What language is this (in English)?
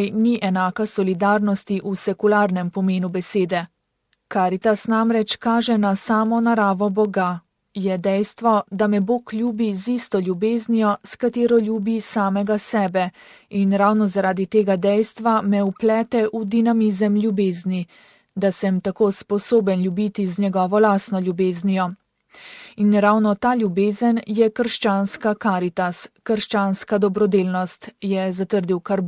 Slovenian